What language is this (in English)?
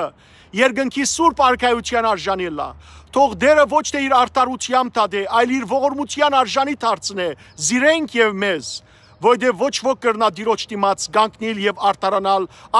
Western Armenian